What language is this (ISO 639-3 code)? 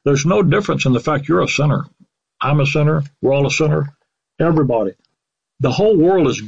eng